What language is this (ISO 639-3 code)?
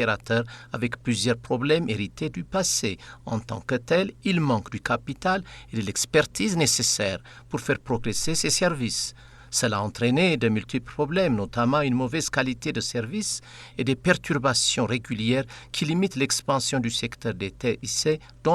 fra